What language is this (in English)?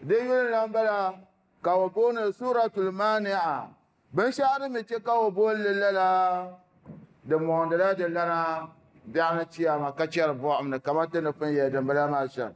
Dagbani